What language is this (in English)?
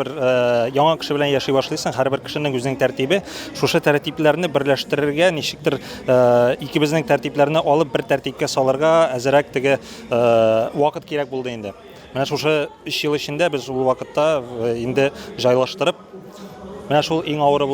Tatar